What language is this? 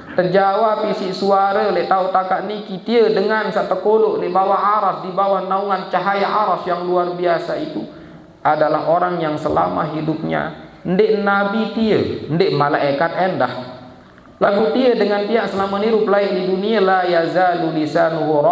Sasak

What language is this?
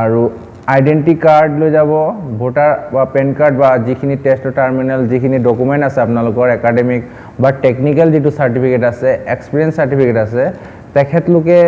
Assamese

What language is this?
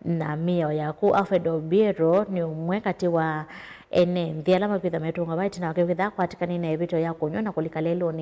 Kamba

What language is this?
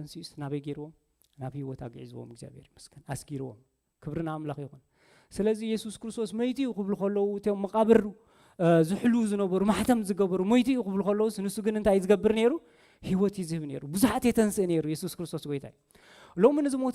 Tigrinya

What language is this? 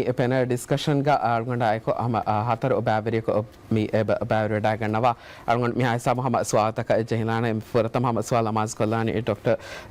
Divehi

